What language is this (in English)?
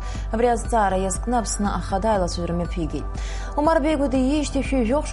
Abkhazian